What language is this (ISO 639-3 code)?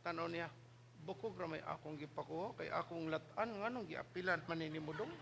ceb